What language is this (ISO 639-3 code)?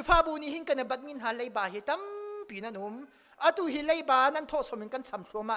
cnh